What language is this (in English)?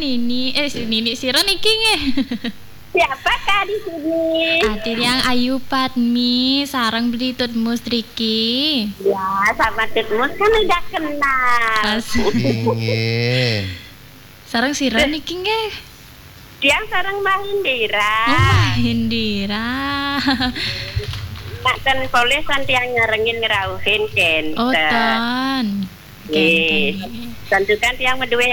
Balinese